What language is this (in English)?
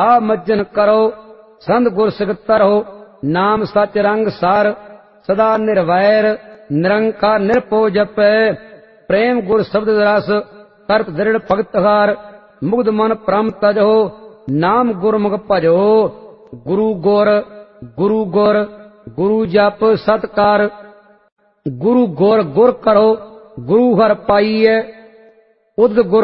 Punjabi